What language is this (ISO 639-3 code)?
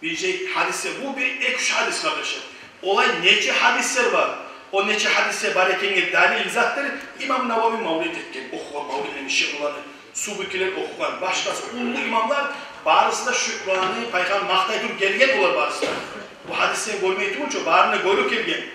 kum